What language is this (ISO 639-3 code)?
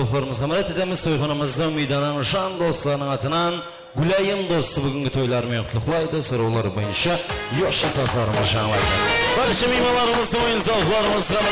kaa